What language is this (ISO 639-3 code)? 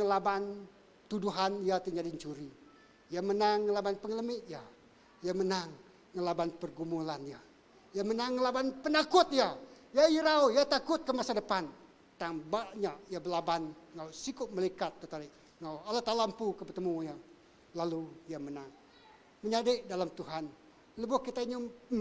iba